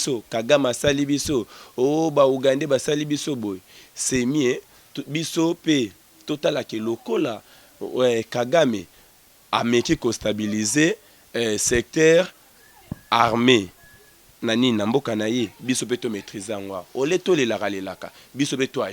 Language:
Lingala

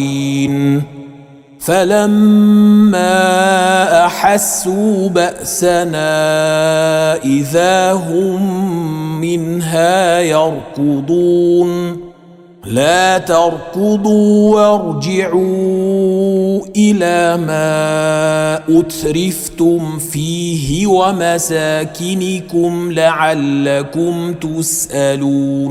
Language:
Arabic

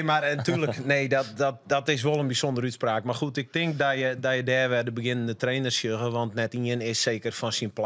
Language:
Western Frisian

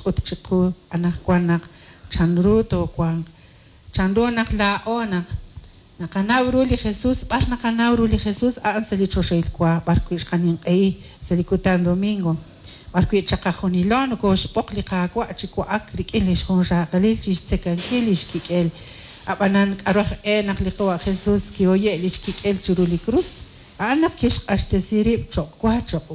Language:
Kekchí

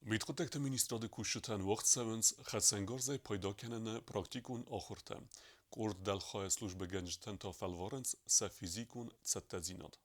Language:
Ossetic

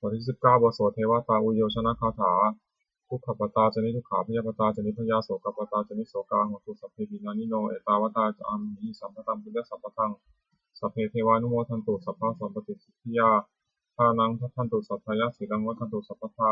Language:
Pali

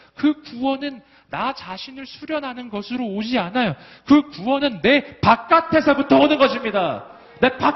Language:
Korean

